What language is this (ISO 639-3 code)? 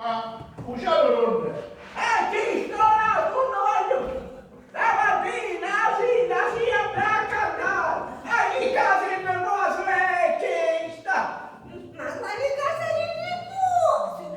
scn